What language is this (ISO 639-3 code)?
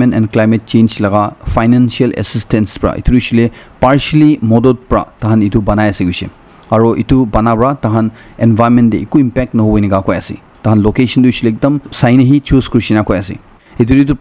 nag